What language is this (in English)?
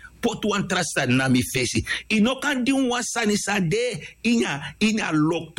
Sranan Tongo